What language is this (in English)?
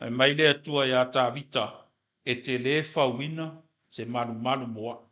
Samoan